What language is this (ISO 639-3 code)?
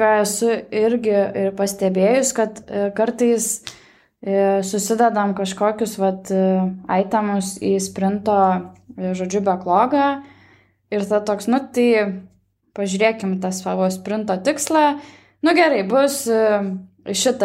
lit